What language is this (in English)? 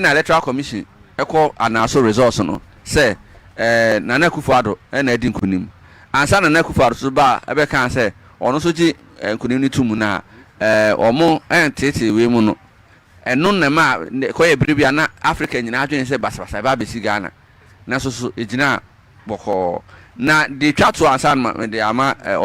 Akan